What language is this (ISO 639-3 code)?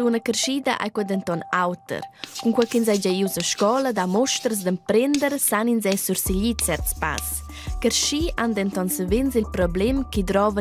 roh